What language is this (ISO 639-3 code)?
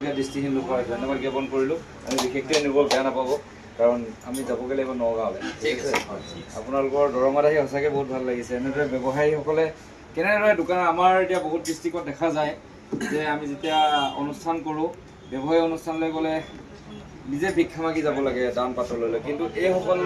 asm